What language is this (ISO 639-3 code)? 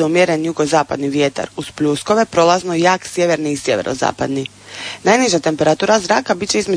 hrv